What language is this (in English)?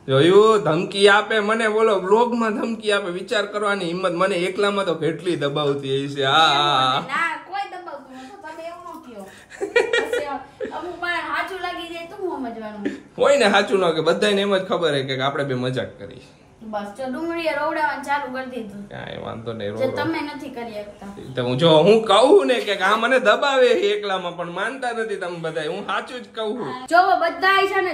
Gujarati